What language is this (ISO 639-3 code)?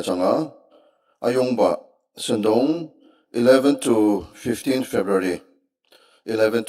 njo